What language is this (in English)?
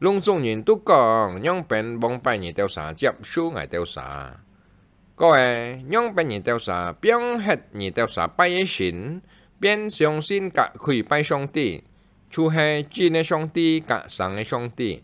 Hakka Chinese